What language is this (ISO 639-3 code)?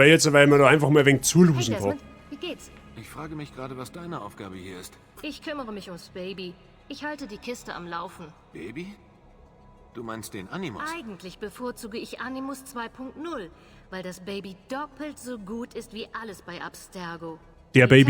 bar